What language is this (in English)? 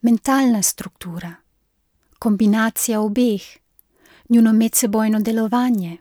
Slovenian